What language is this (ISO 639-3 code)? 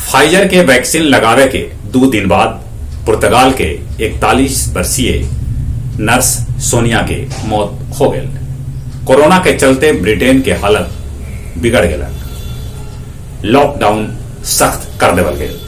mag